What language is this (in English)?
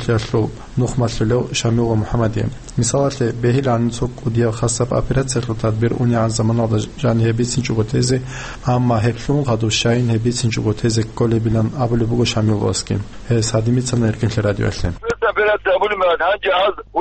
Avaric